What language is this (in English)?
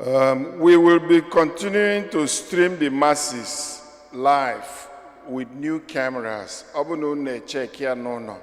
Igbo